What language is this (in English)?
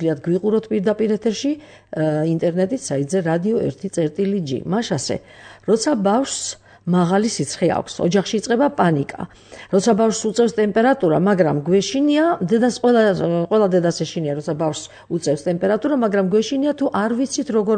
Georgian